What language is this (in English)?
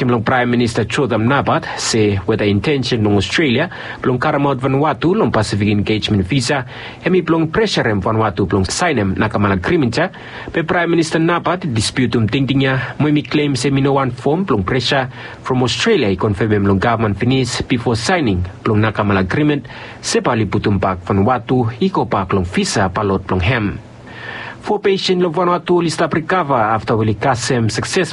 Bislama